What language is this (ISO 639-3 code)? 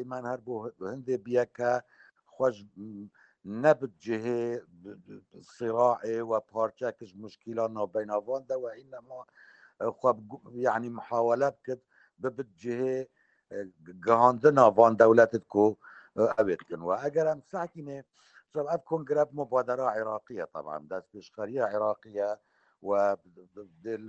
kur